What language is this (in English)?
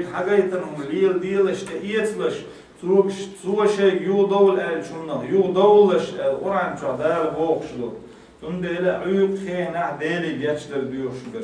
Chechen